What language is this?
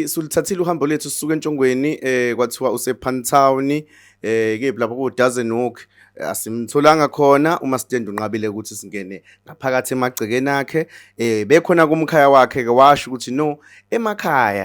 Zulu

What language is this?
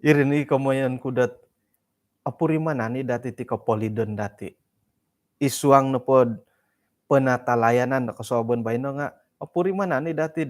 Central Dusun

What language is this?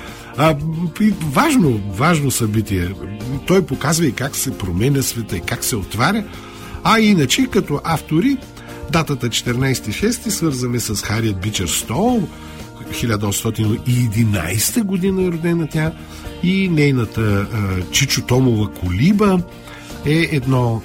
Bulgarian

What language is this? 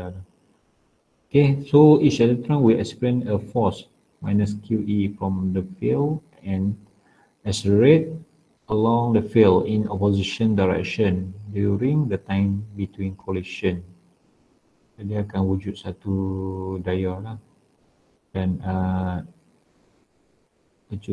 Malay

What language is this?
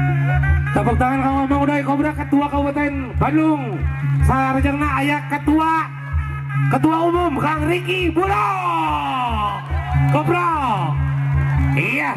Sundanese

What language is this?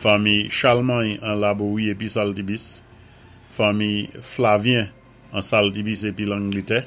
Saint Lucian Creole French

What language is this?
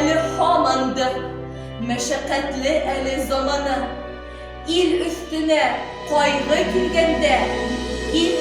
Bashkir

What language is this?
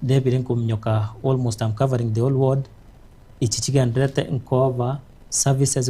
Gusii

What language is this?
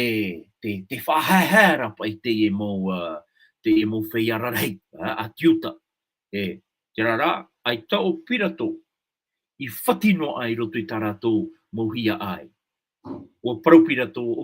Tahitian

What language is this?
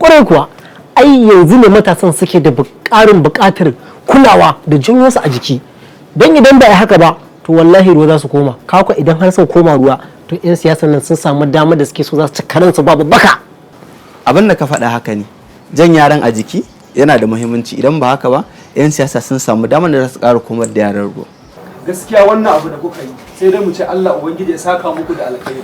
Hausa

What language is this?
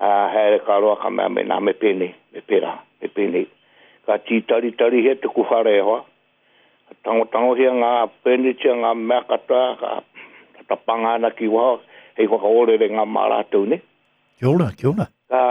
Māori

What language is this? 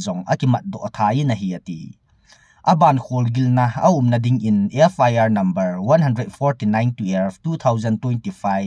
Thado Chin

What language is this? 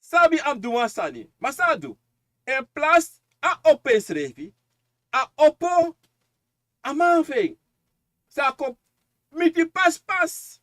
Sranan Tongo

